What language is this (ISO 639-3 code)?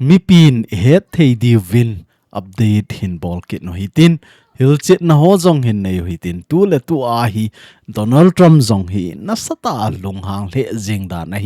tcz